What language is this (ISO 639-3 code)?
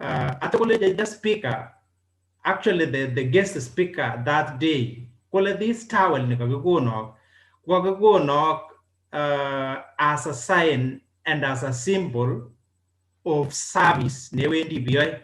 kln